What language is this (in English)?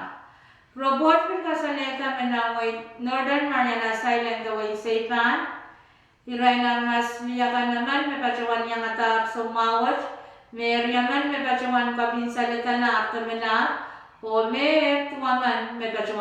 Pohnpeian